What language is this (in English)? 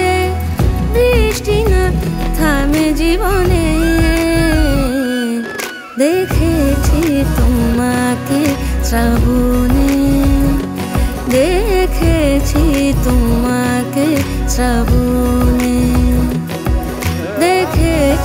Bangla